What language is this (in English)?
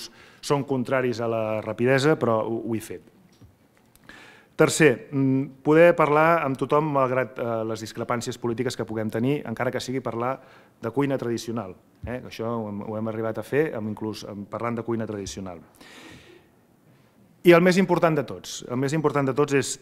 Catalan